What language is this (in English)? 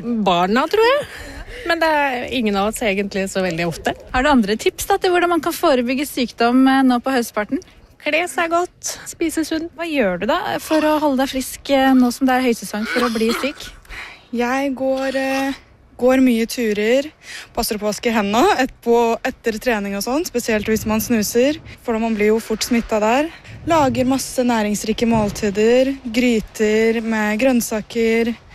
Norwegian